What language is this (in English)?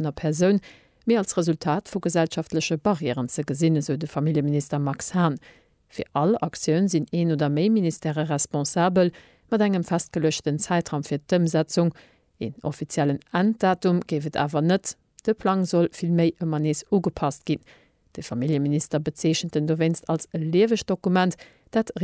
Luxembourgish